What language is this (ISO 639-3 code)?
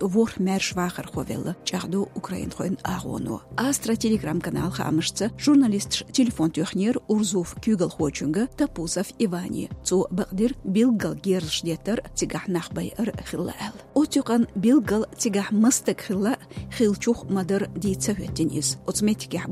che